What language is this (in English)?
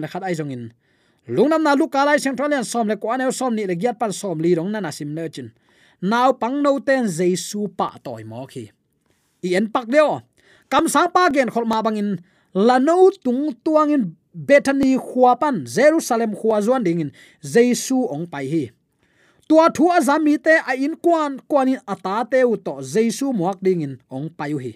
Tedim Chin